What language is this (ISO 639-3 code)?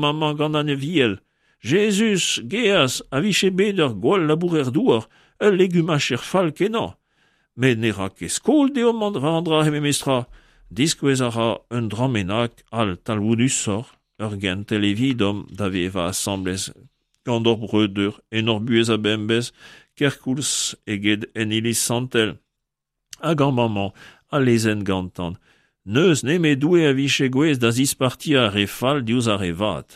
bre